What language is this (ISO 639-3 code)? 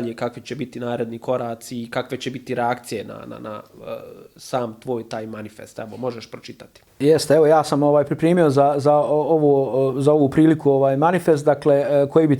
bos